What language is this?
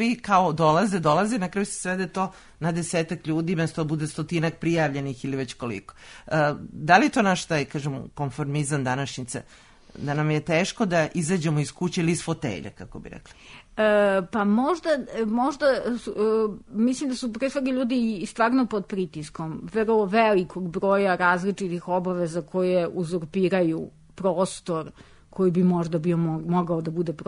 Serbian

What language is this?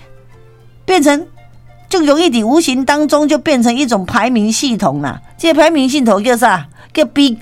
Min Nan Chinese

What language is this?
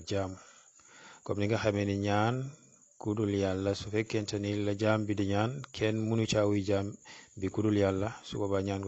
Wolof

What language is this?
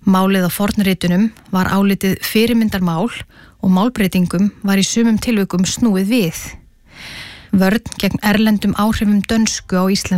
Icelandic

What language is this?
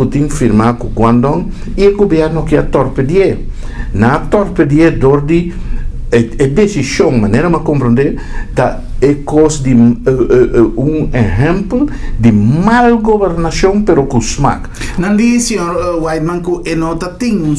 Papiamento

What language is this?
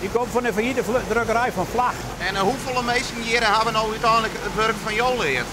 Western Frisian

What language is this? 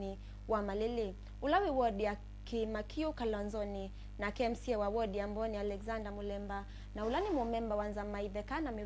Kamba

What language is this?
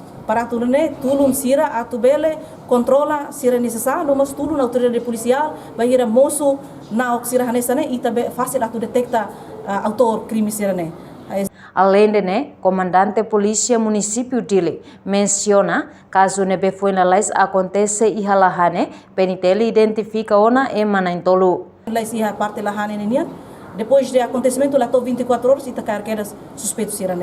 Tetum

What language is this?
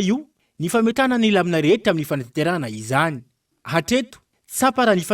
Malagasy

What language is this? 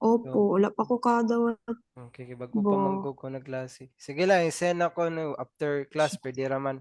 Cebuano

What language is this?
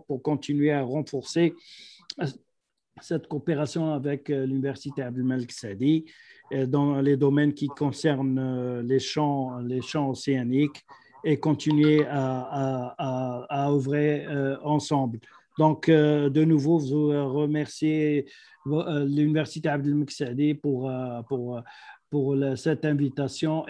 French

